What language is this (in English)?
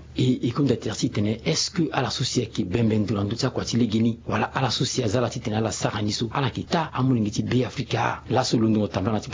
Sango